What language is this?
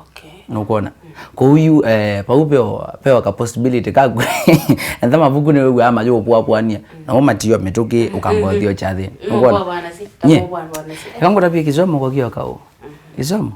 Kamba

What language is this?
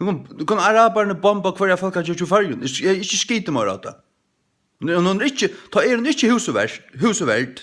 Faroese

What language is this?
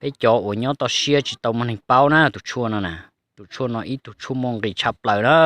Hmong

